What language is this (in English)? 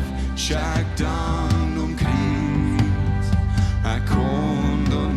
Plautdietsch